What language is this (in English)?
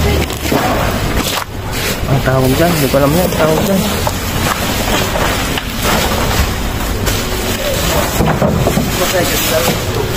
Filipino